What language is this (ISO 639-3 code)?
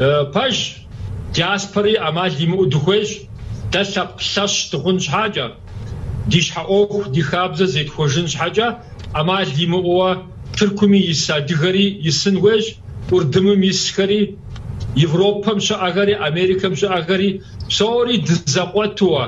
kbd